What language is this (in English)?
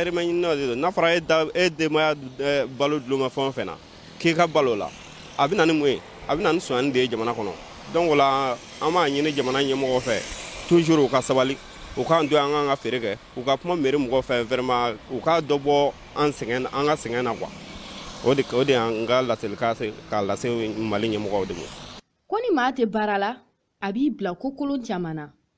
Bambara